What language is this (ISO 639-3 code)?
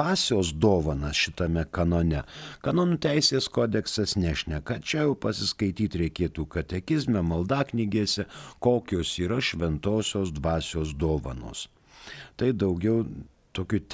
lit